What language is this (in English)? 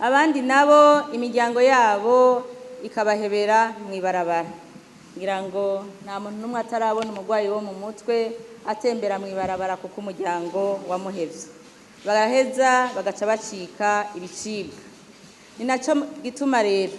Rundi